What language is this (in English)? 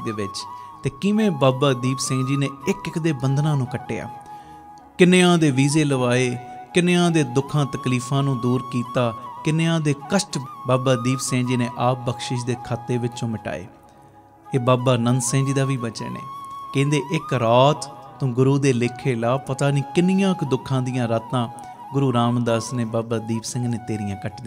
Punjabi